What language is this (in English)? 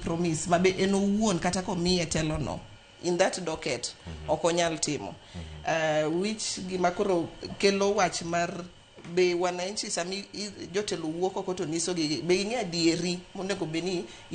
Luo (Kenya and Tanzania)